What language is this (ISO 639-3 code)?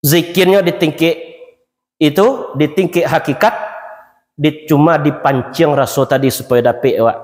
min